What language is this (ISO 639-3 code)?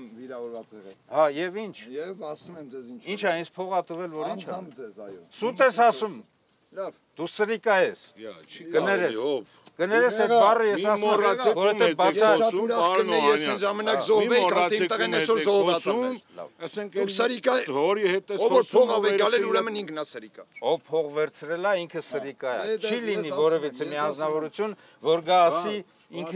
hye